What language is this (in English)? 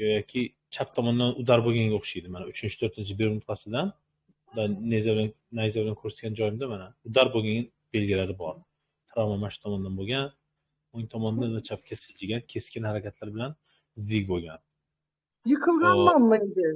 Uzbek